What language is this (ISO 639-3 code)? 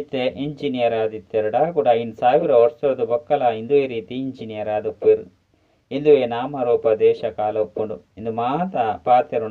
tcy